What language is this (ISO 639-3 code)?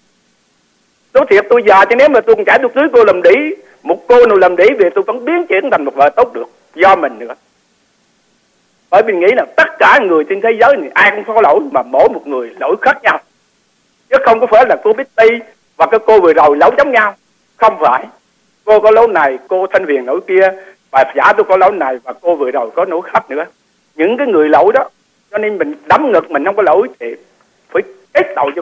vie